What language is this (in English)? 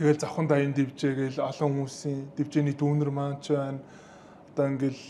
Mongolian